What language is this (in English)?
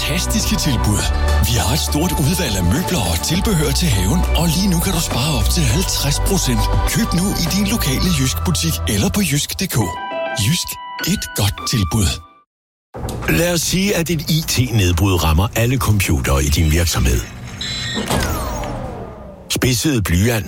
Danish